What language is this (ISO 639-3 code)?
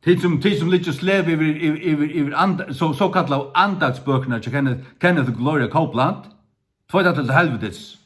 fao